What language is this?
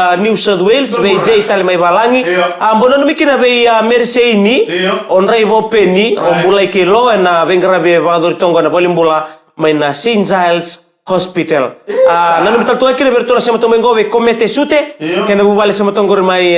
Fijian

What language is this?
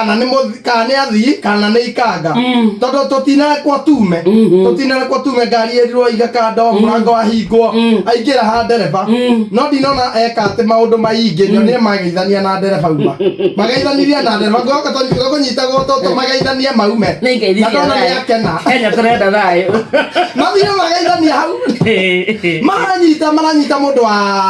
Kikuyu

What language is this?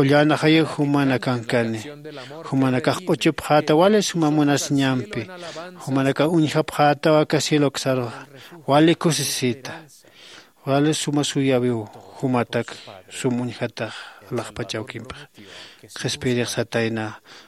Aymara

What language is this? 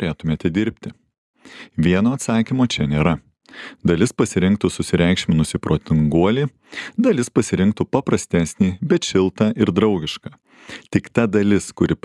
Lithuanian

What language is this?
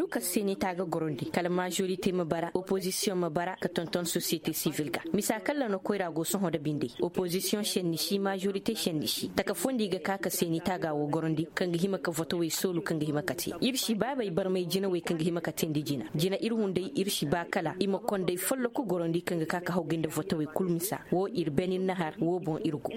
Koyraboro Senni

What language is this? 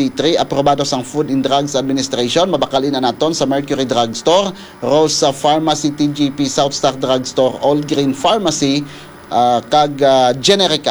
Hiligaynon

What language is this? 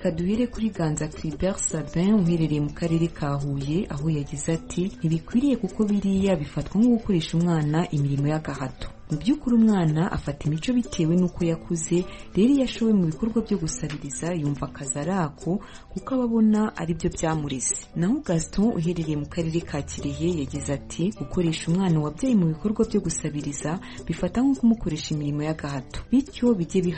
Kinyarwanda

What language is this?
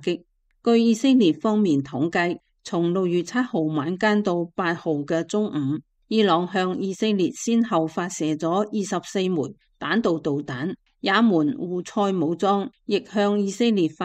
Cantonese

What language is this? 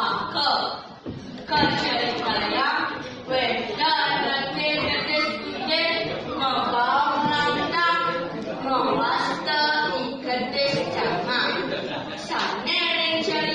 Balinese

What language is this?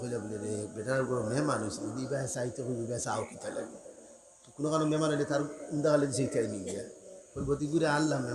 Sylheti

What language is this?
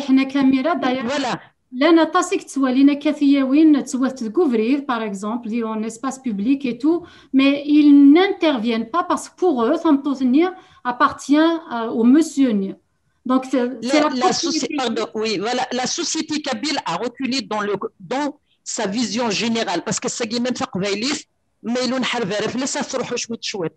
Kabyle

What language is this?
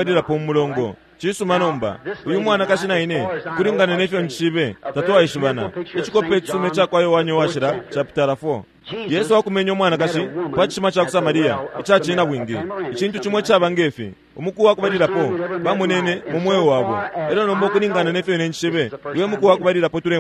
Bemba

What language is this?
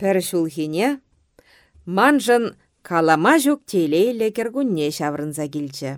Chuvash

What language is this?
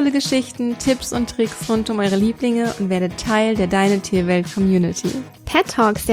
German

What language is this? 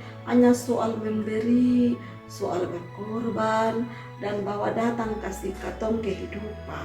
Kupang Malay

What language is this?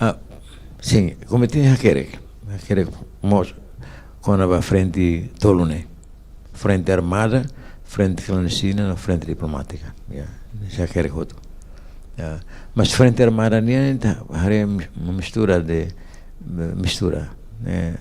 Tetum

